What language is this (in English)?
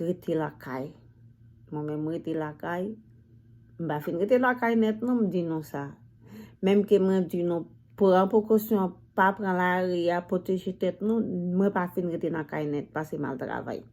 Haitian Creole